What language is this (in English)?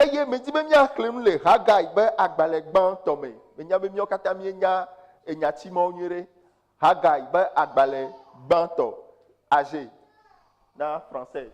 Ewe